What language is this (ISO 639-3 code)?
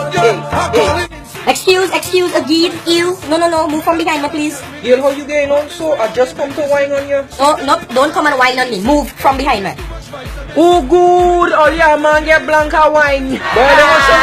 jam